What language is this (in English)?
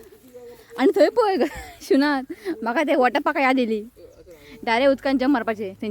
Konkani